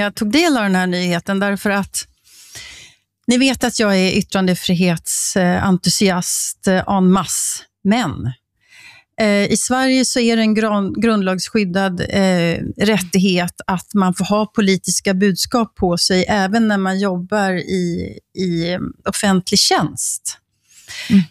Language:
Swedish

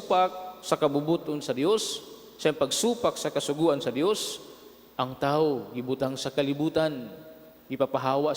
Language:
Cebuano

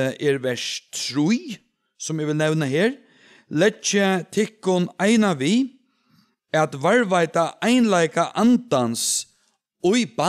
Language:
Faroese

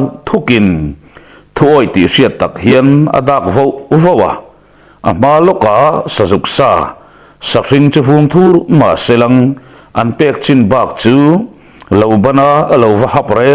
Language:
Mizo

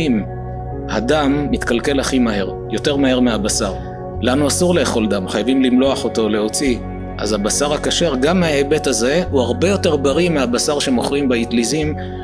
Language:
Hebrew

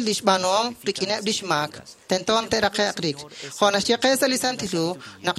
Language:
Kekchí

